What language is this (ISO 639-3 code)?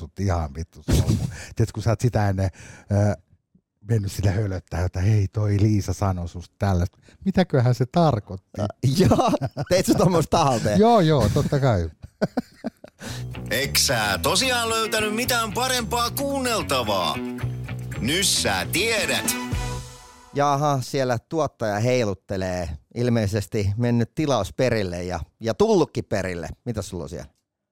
fin